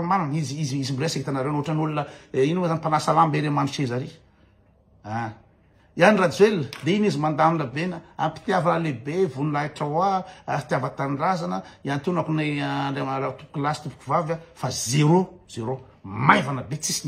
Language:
Malagasy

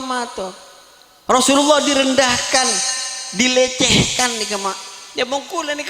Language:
Madurese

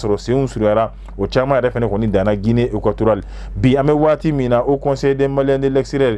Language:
Bambara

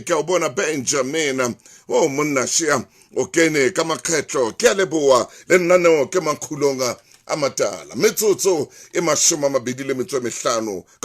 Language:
Southern Sotho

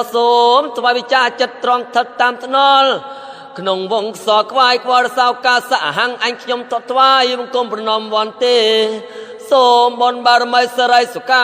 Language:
Khmer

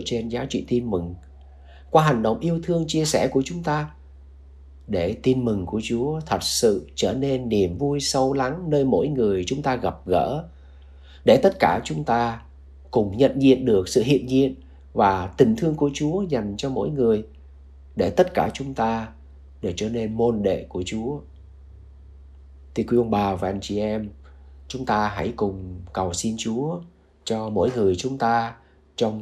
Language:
Vietnamese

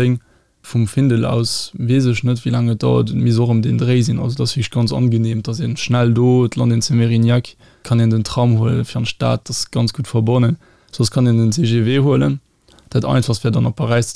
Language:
Luxembourgish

